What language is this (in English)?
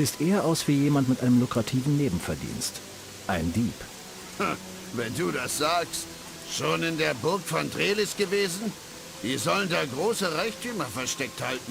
Bavarian